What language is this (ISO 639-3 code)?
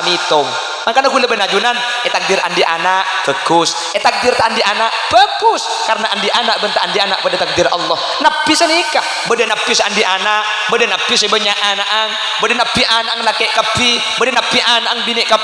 mad